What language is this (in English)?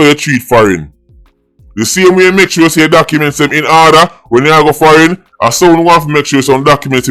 Jamaican Creole English